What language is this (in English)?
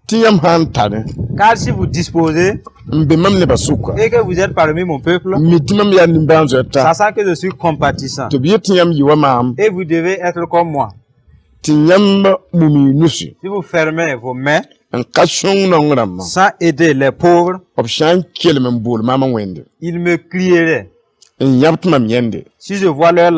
Mossi